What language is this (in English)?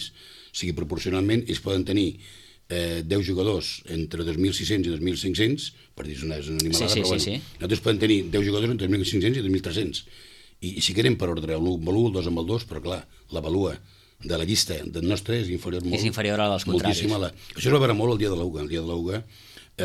Catalan